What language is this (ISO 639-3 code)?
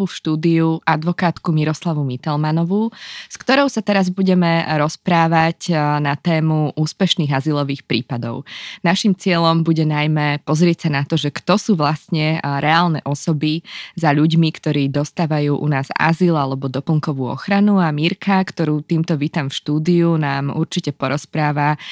slk